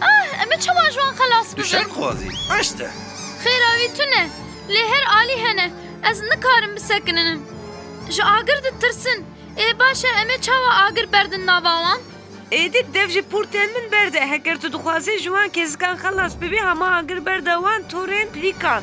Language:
Kurdish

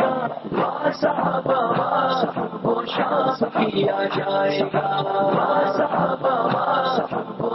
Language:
Urdu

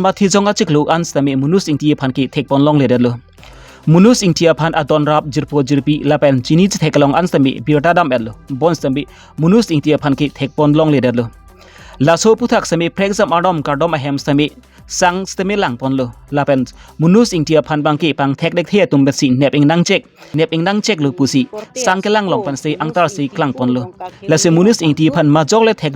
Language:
Karbi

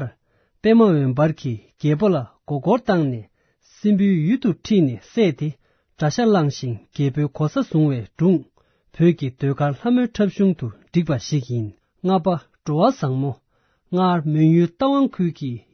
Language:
Tibetan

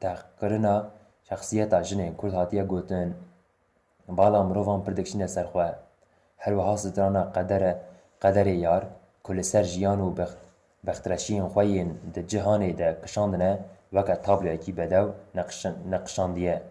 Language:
Kurdish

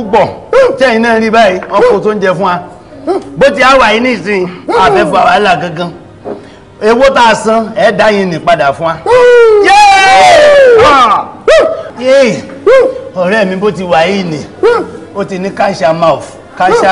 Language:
Yoruba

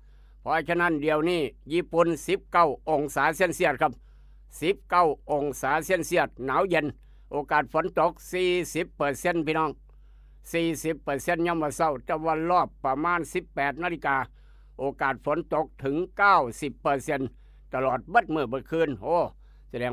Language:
Northeastern Thai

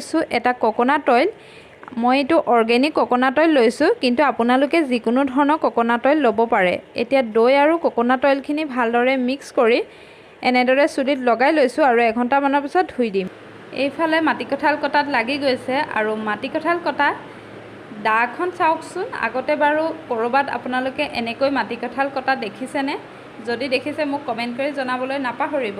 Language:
Assamese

